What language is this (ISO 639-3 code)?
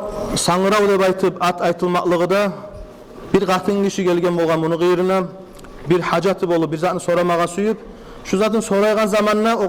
kum